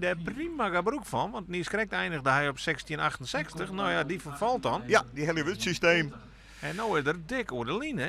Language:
Western Frisian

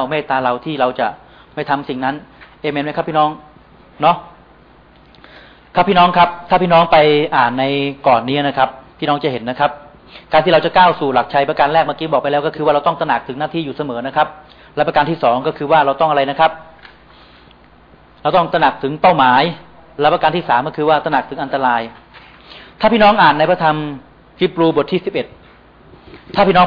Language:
Thai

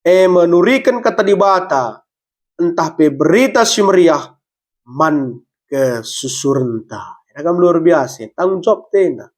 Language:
Batak Karo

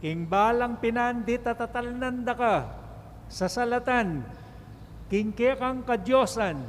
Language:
Pampanga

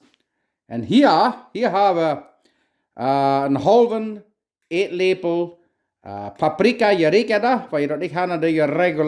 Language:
Plautdietsch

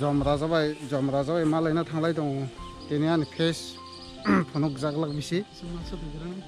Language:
Kok Borok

